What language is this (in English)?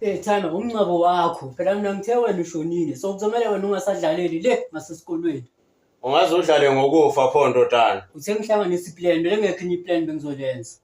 Zulu